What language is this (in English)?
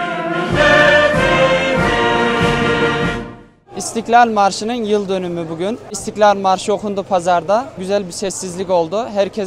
Turkish